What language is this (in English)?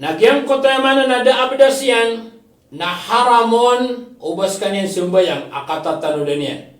Maranao